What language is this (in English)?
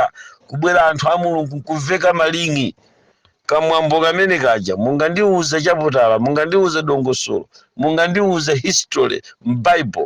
Nyanja